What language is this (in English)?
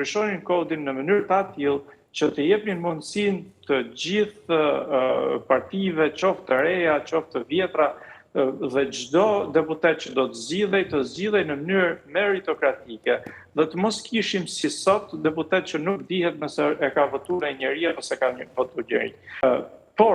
Albanian